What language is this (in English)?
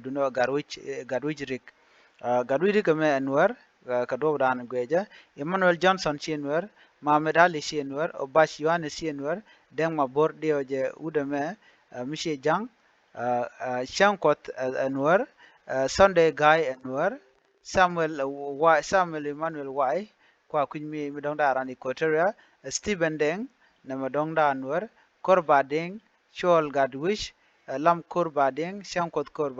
Nuer